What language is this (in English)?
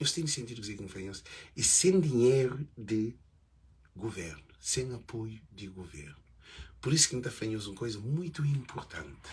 Kabuverdianu